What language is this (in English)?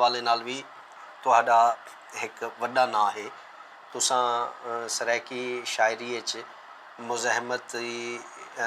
Saraiki